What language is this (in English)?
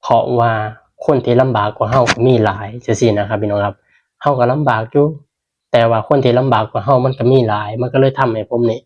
Northeastern Thai